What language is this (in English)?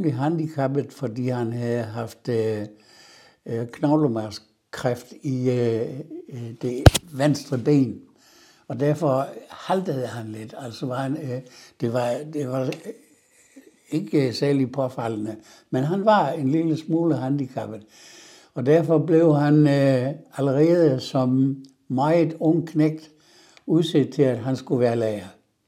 Danish